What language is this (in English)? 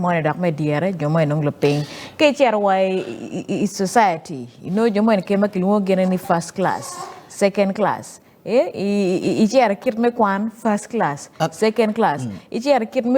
Acoli